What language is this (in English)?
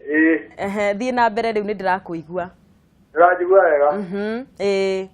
Kikuyu